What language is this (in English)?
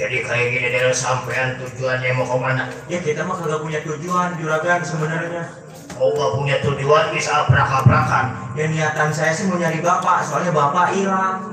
Betawi